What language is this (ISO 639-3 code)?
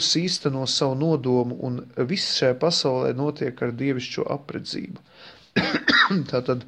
lav